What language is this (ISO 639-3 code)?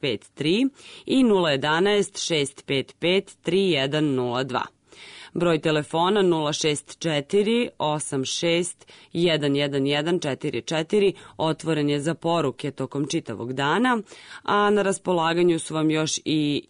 srp